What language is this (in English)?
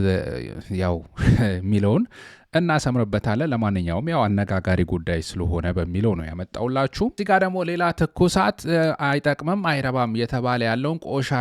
Amharic